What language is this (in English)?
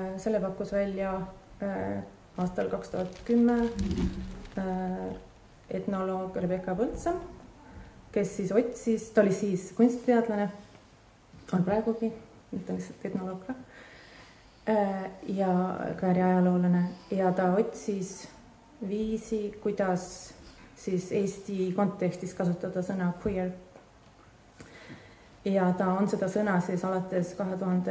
Estonian